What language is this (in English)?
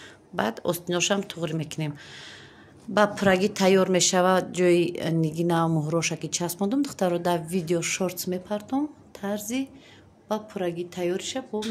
Tajik